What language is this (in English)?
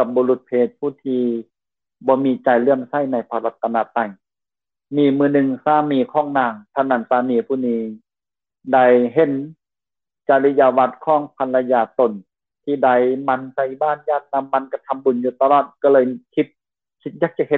Lao